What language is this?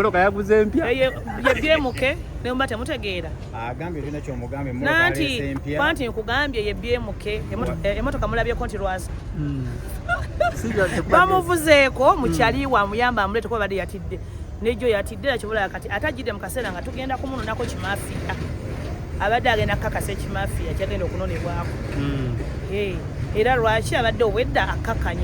Ganda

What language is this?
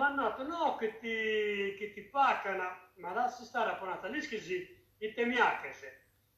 Sardinian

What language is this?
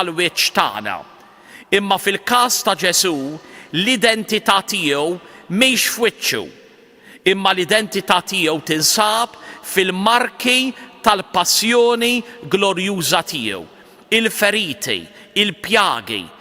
Maltese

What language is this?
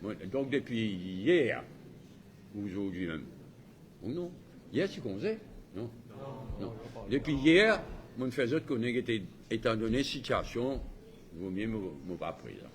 Morisyen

